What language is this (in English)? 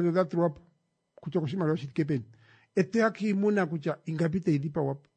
Kuanyama